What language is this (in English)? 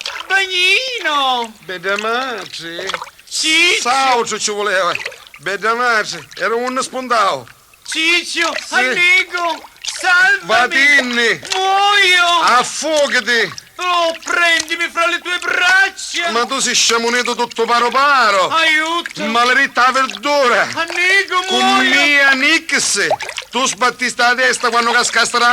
Neapolitan